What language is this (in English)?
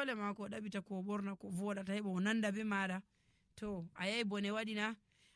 Nigerian Fulfulde